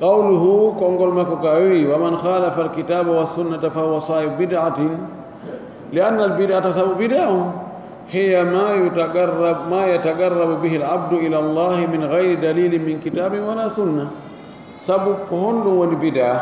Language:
Pular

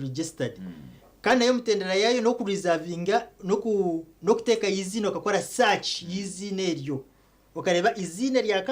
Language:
Nyankole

